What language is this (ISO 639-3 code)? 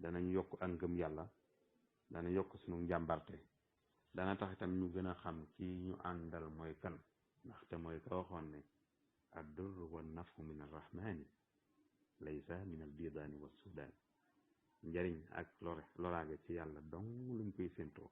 wol